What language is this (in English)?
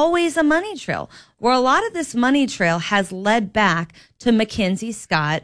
English